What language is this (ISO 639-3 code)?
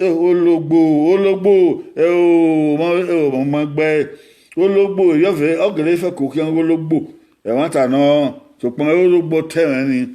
bin